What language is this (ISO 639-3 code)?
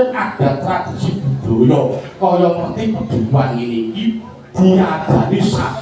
jav